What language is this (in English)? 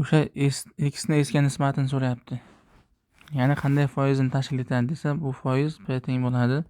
Uzbek